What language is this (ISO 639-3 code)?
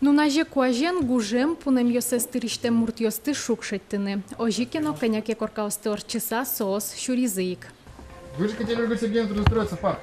udm